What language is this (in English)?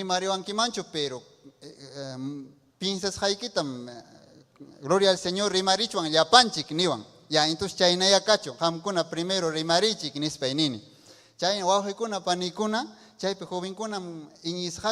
Ayacucho Quechua